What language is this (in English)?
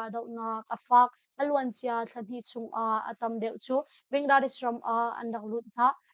Hakha Chin